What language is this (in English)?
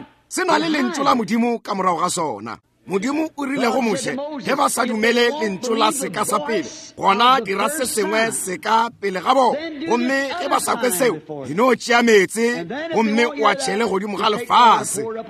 Northern Sotho